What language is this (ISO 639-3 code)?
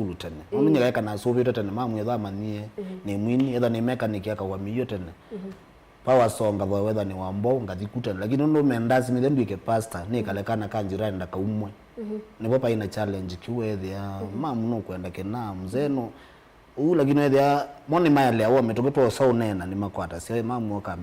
kam